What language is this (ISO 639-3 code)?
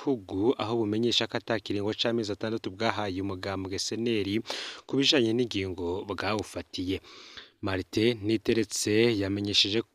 run